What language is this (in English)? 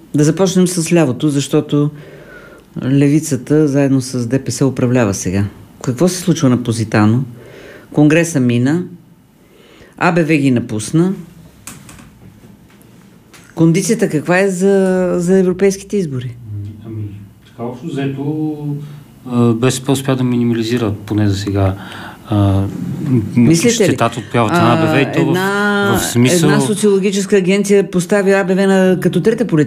Bulgarian